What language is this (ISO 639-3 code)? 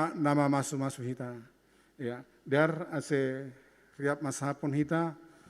bts